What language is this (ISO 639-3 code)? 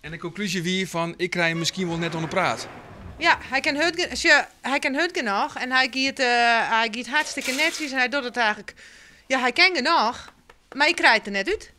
fry